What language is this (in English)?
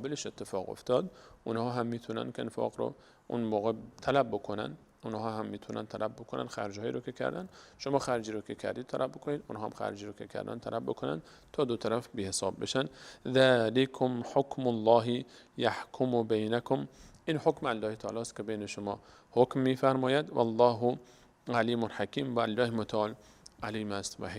Persian